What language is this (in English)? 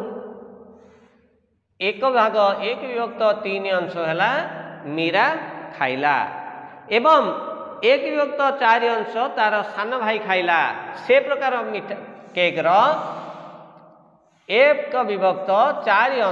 Odia